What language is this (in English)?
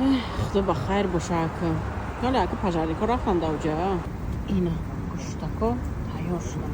Tajik